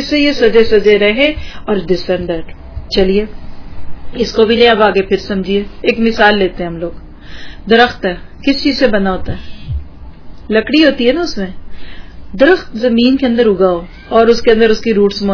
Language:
Urdu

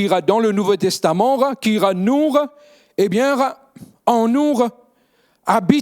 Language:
Morisyen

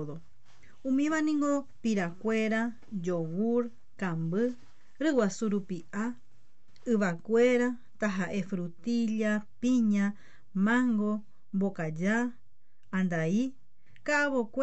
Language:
Guarani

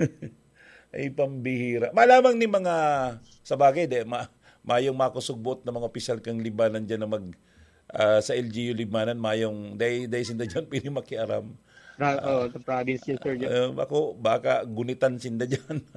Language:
Bikol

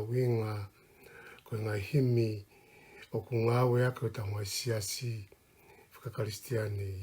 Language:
Tongan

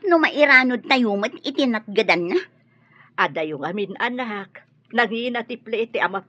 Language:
Iloko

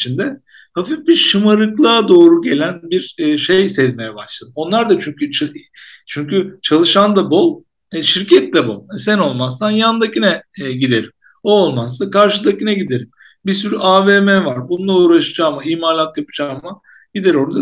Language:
Turkish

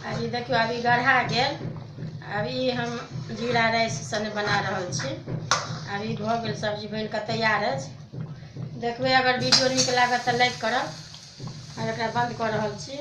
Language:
Maithili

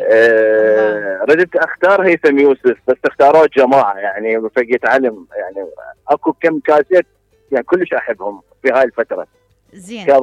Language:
Mesopotamian Arabic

